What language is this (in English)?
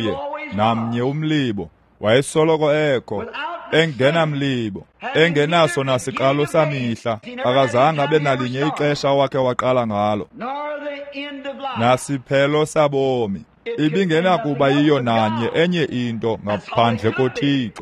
Xhosa